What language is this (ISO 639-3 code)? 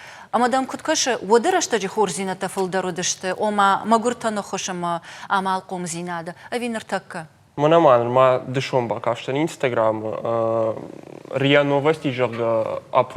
oss